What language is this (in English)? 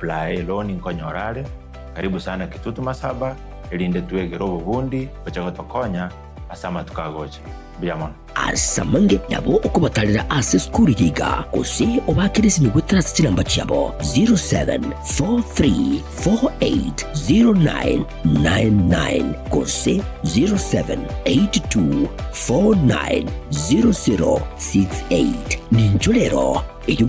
Gusii